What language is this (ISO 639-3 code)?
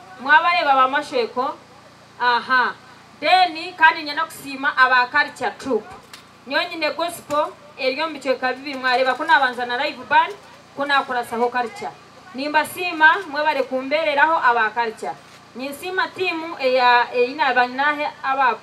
nyn